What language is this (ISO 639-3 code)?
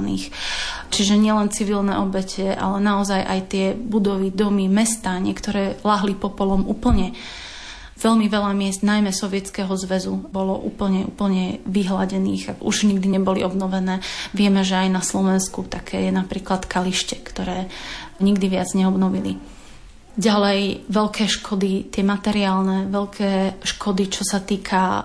slk